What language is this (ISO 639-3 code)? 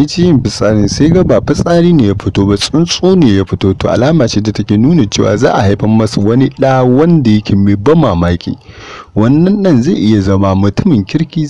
hau